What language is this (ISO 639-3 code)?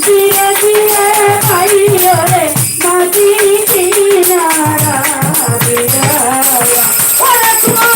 syl